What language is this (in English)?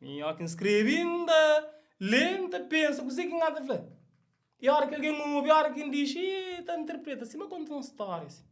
Kabuverdianu